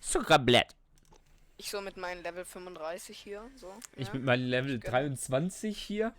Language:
Swiss German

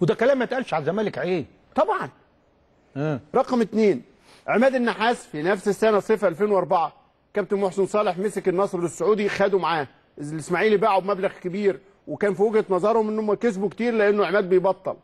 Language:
Egyptian Arabic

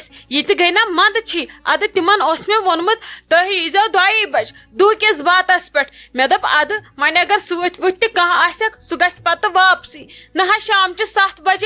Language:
Kashmiri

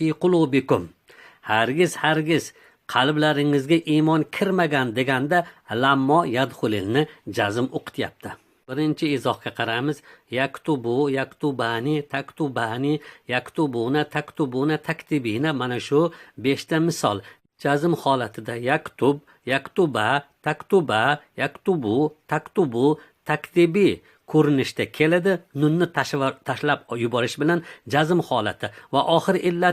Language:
Uzbek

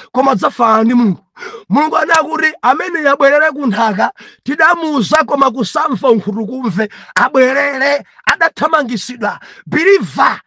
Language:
Nyanja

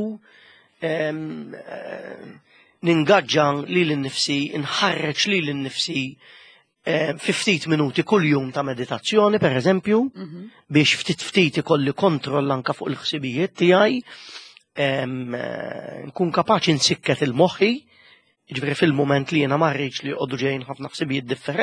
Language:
Maltese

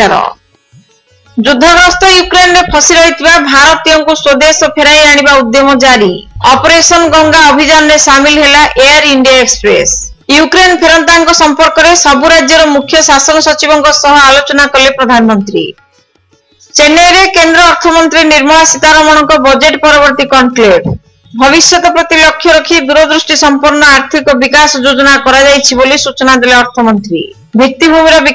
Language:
Odia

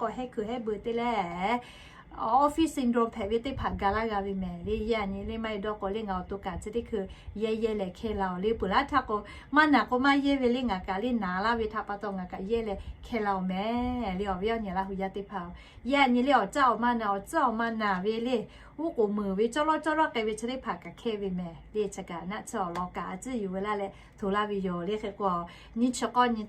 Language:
Lahu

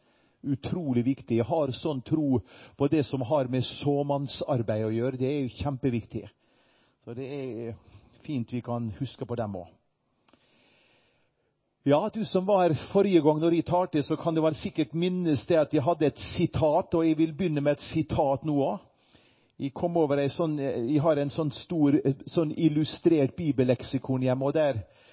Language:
Norwegian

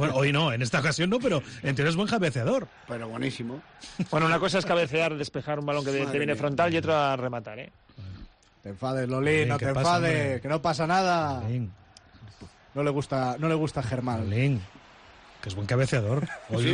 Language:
Spanish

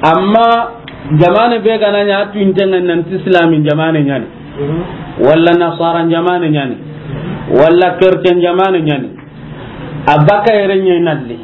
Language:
Soninke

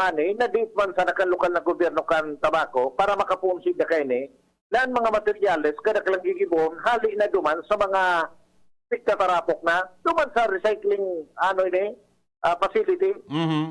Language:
Bikol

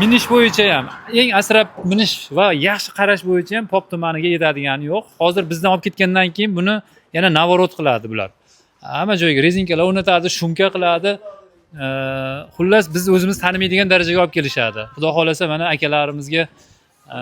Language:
Uzbek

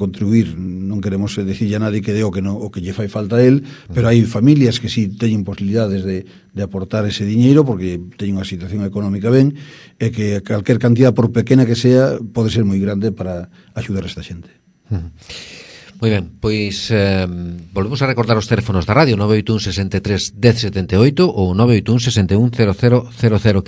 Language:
Galician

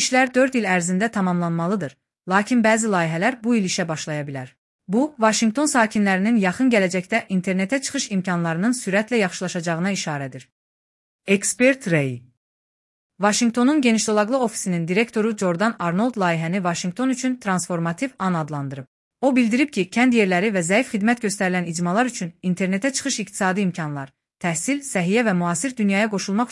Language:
Azerbaijani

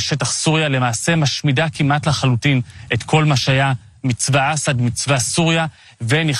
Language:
Hebrew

